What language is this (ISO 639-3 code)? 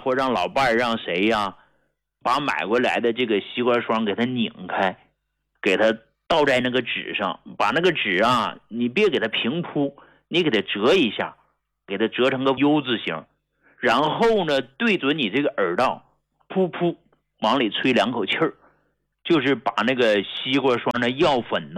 zho